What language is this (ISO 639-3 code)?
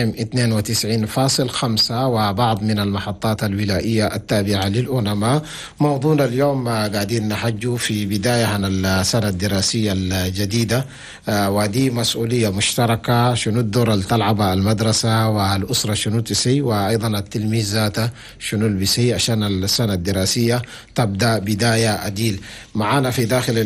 shu